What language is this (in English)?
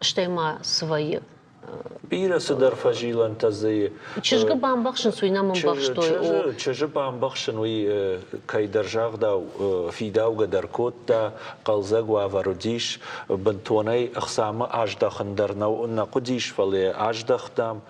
Ossetic